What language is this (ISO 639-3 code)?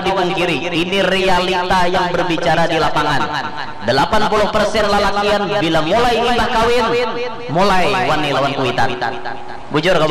bjn